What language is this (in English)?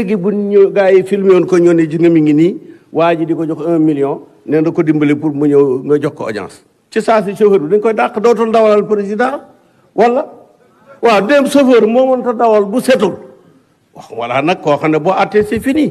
Wolof